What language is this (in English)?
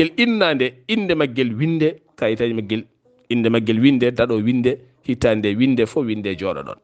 Fula